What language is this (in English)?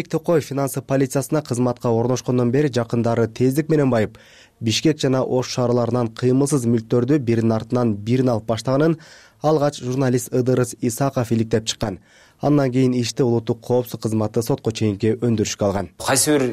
Kyrgyz